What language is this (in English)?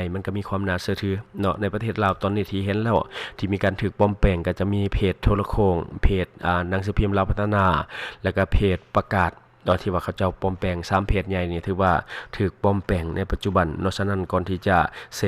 Lao